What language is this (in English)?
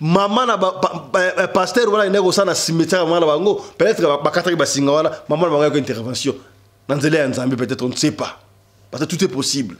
Lingala